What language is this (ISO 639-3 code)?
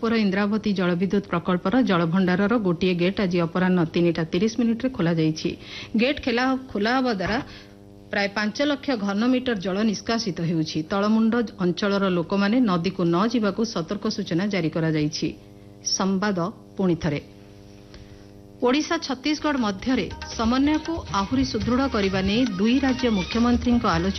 ori